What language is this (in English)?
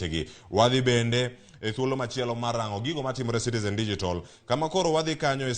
Luo (Kenya and Tanzania)